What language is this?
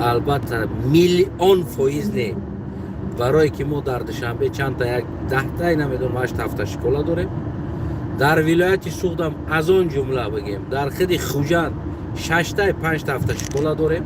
Tajik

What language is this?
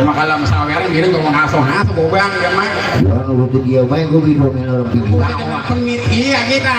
Betawi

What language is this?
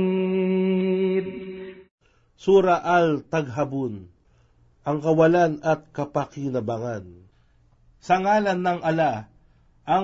Filipino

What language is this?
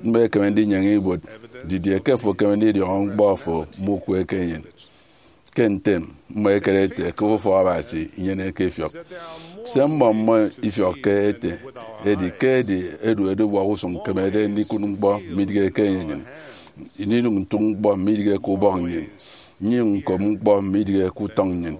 Efik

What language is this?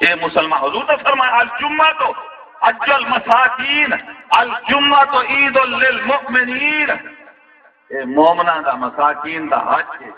Saraiki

